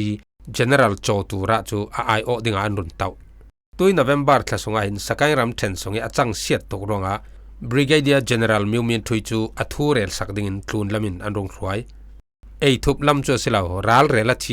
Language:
Falam Chin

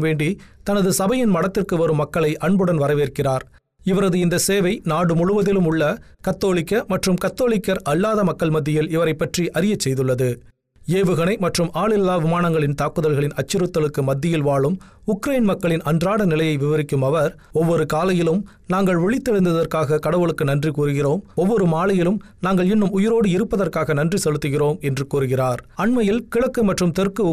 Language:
Tamil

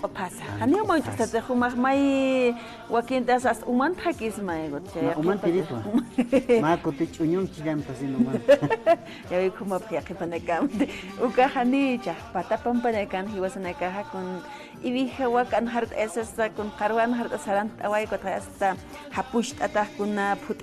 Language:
Aymara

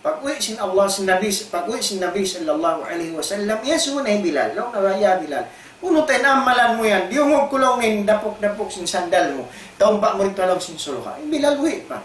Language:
Tausug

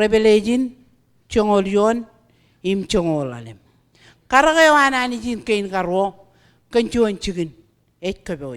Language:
Marshallese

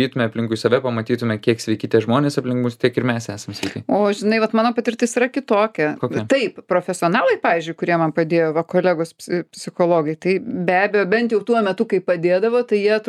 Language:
Lithuanian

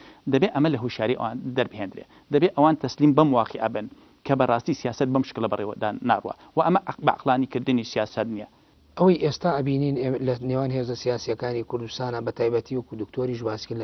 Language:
Central Kurdish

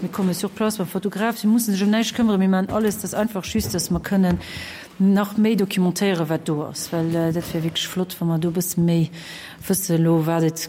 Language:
Luxembourgish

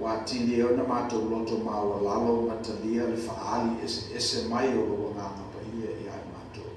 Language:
Samoan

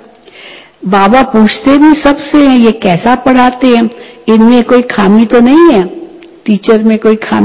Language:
Hindi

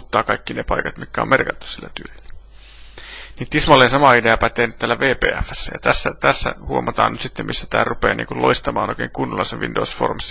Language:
Finnish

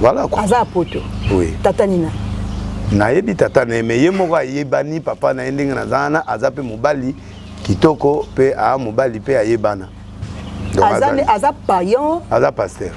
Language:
Lingala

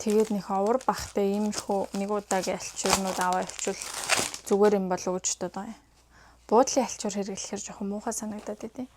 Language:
Mongolian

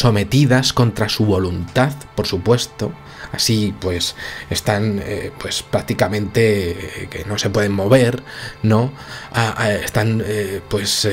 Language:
Spanish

